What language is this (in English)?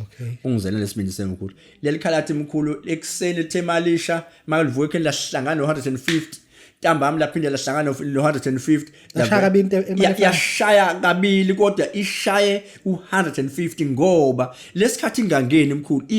Zulu